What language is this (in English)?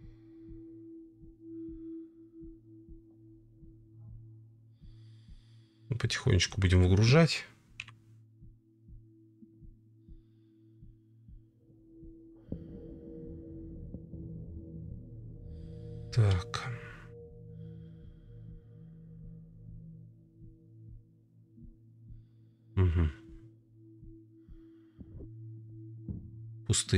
Russian